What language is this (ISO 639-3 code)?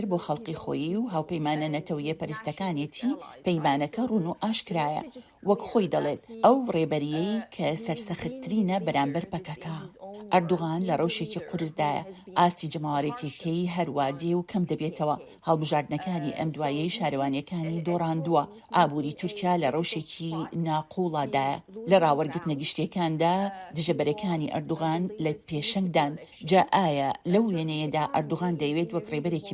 ckb